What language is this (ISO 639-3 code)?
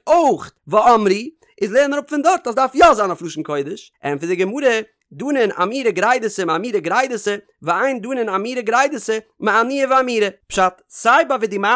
yid